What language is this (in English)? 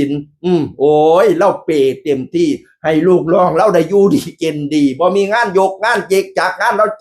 Northeastern Thai